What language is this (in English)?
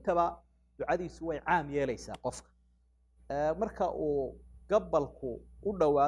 Somali